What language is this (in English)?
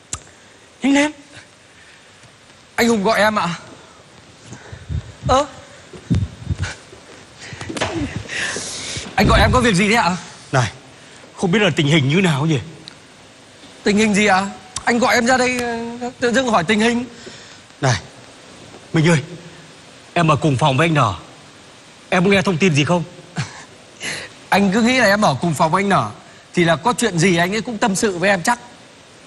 Vietnamese